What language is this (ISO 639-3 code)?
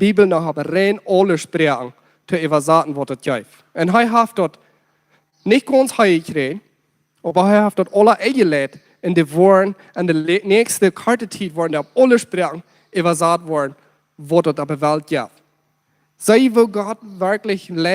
pdt